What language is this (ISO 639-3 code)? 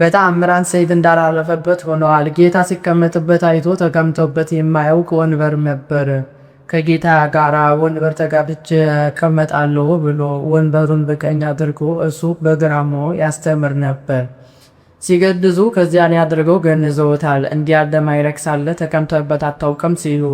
amh